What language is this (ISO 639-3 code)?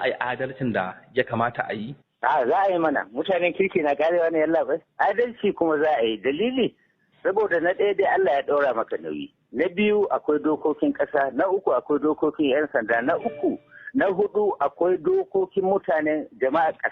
hau